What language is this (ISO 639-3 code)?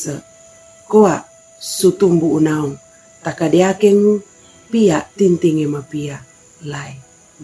sxn